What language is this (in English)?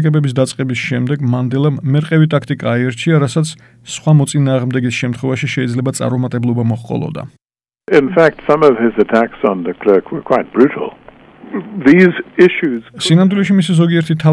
Georgian